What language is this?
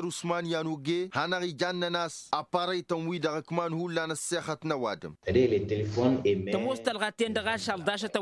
Tamasheq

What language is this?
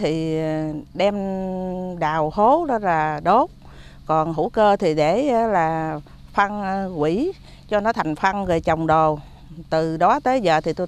Vietnamese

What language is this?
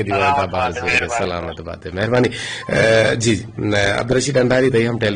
Eastern Balochi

